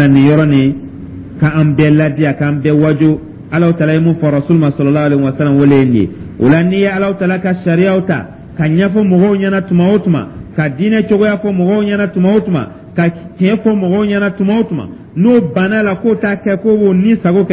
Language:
Dyula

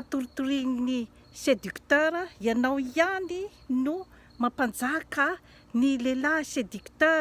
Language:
Malagasy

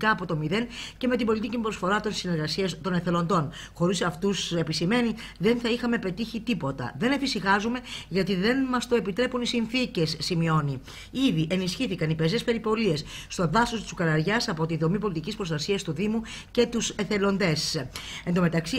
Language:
Greek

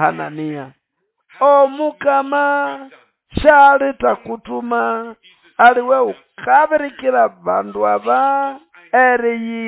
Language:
Nande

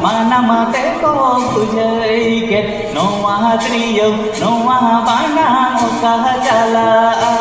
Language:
Santali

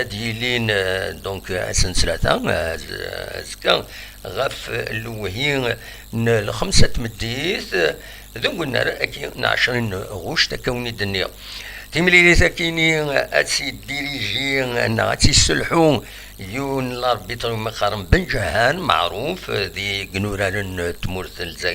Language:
Kabyle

